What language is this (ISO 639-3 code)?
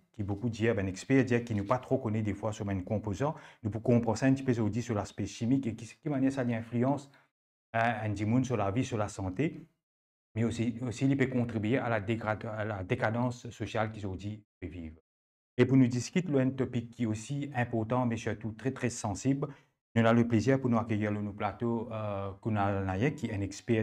mfe